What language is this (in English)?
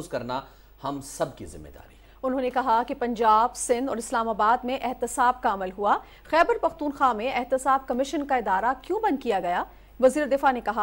Urdu